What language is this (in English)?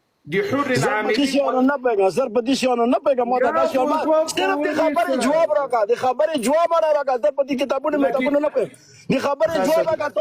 Pashto